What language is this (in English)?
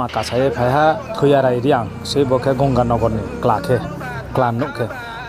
Riang (India)